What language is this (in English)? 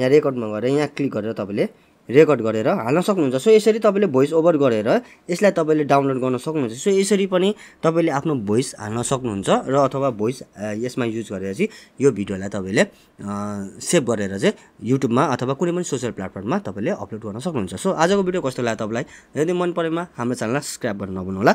Nepali